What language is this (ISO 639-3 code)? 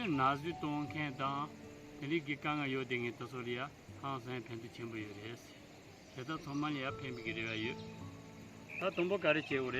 bod